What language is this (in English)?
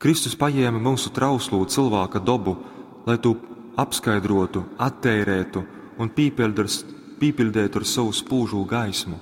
Latgalian